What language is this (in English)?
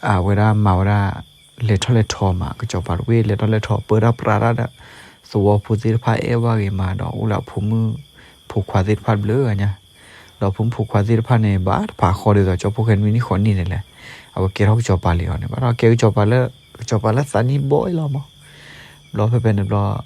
S'gaw Karen